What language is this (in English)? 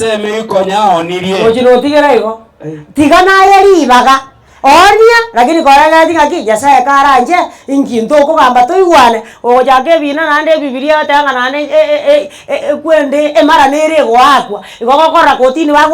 Gusii